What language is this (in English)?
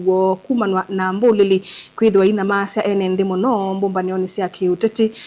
Kamba